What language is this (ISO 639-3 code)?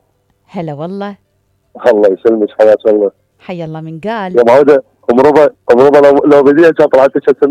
acm